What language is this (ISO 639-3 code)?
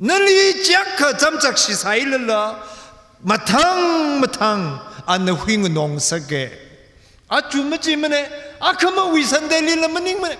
nmf